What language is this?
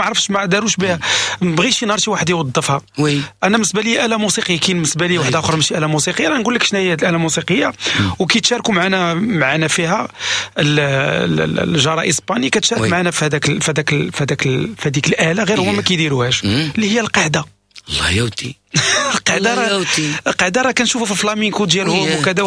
Moroccan Arabic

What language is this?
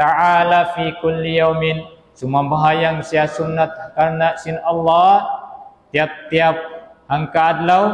Tausug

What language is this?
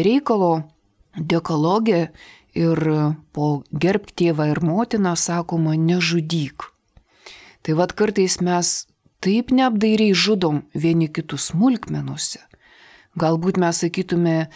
Lithuanian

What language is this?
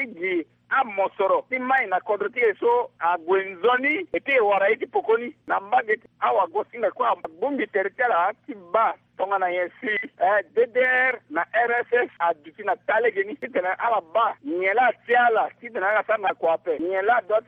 Sango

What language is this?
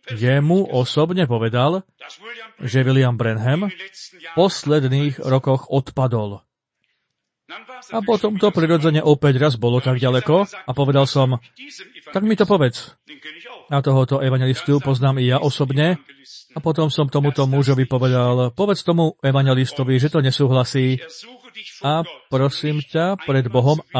Slovak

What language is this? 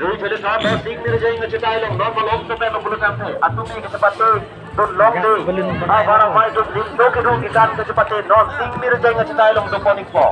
Karbi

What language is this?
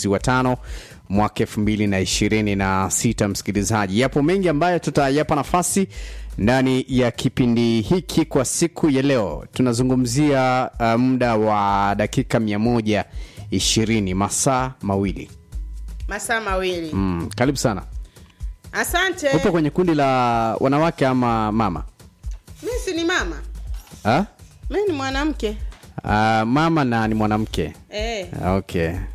Swahili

